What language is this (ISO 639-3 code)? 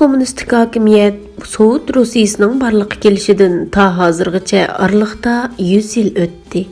uig